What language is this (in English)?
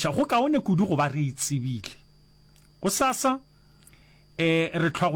Northern Sotho